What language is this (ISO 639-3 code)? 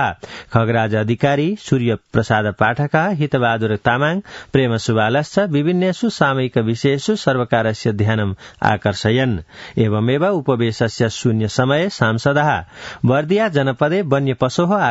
san